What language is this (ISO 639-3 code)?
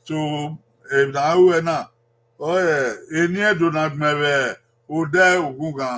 bin